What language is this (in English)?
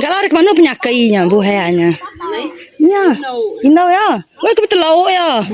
Iban